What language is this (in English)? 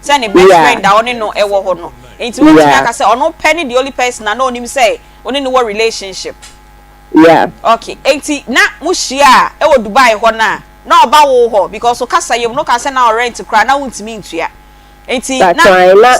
Akan